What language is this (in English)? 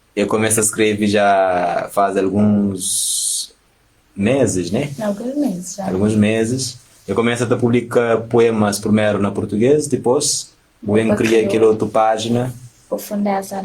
Kabuverdianu